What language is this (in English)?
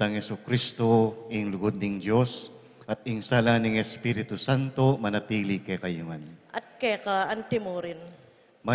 Pampanga